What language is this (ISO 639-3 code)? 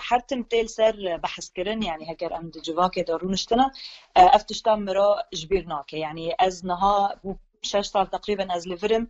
kur